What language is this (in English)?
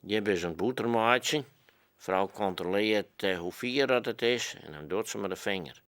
Western Frisian